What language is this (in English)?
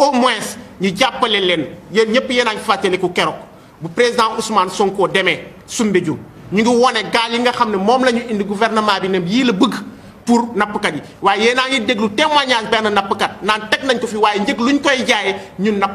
Wolof